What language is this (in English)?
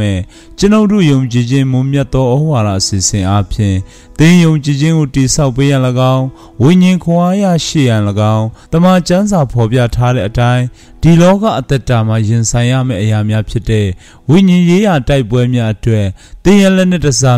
Burmese